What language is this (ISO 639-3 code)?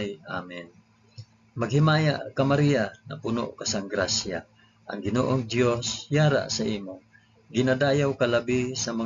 hil